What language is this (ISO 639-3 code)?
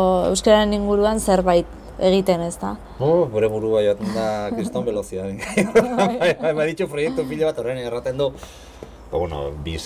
eus